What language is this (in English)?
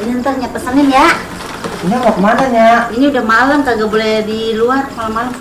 Betawi